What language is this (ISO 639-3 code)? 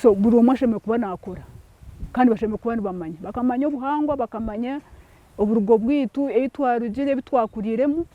nyn